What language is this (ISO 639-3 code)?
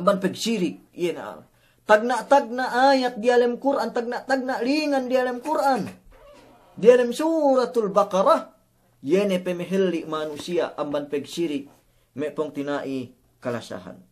yka